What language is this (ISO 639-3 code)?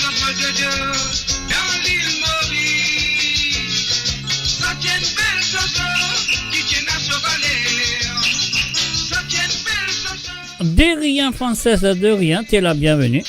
mfe